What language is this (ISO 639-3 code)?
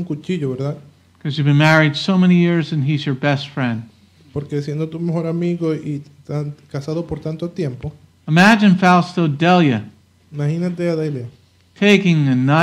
spa